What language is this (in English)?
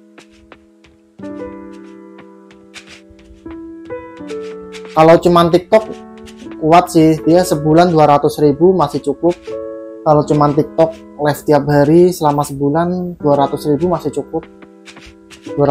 Indonesian